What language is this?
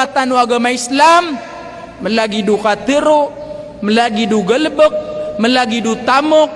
Maranao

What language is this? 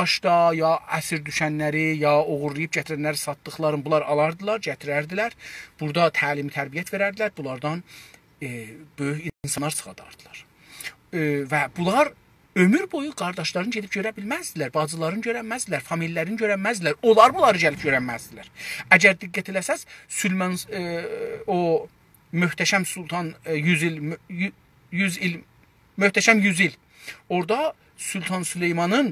South Azerbaijani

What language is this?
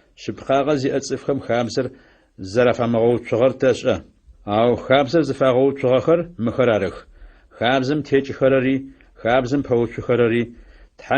Adyghe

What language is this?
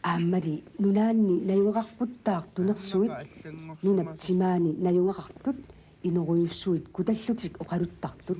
Kalaallisut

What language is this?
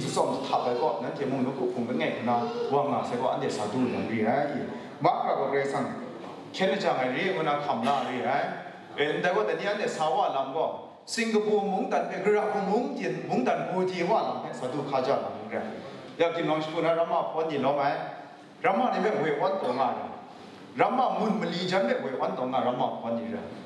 Kachin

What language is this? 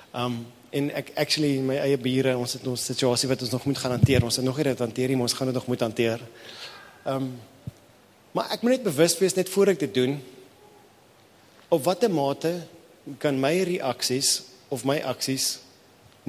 Afrikaans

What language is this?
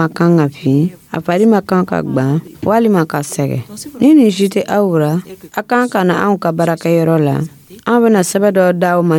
Dyula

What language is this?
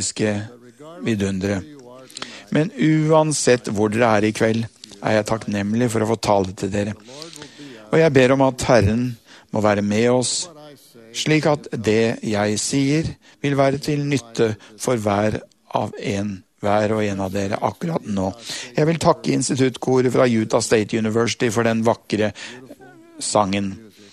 Norwegian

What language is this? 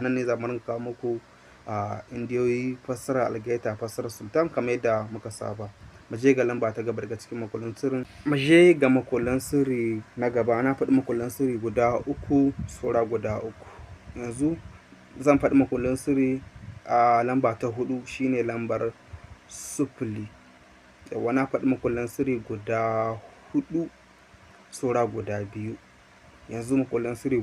Hausa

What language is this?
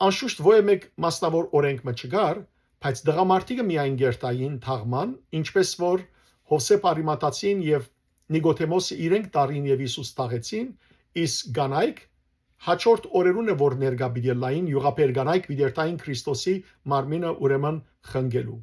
Western Armenian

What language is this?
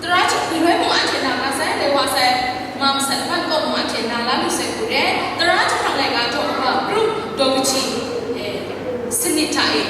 Kachin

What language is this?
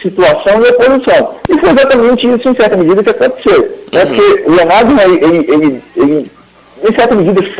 Portuguese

